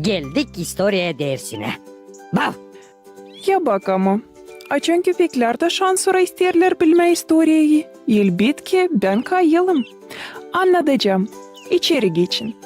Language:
Gagauz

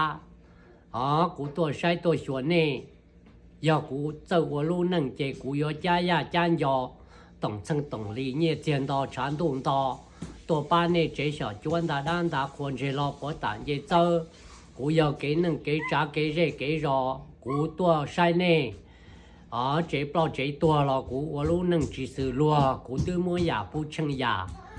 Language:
Hmong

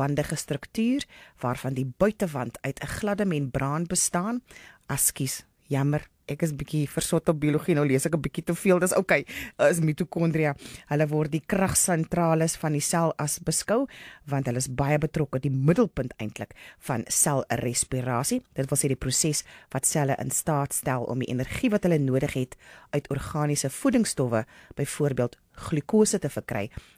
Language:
Afrikaans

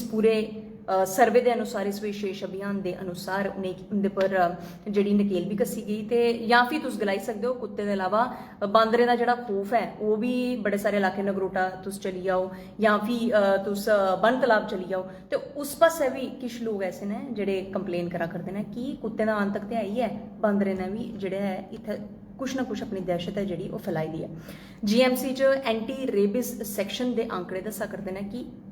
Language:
Dogri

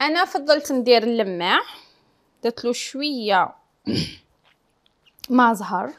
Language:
Algerian Arabic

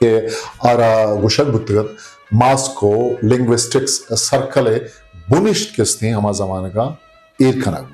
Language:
Eastern Balochi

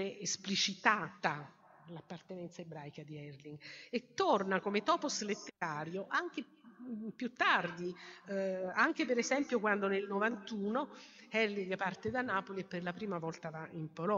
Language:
Italian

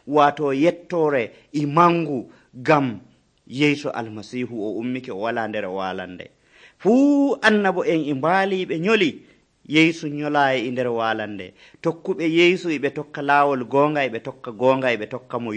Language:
Nigerian Fulfulde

